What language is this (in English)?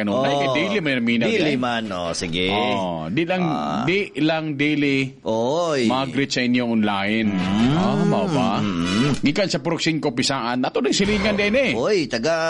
Cebuano